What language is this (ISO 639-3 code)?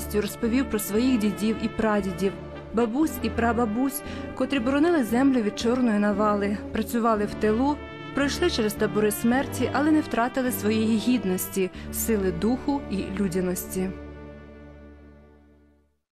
ukr